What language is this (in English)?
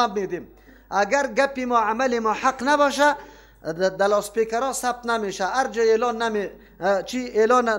Persian